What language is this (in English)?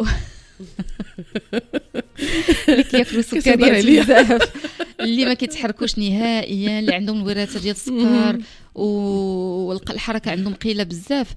Moroccan Arabic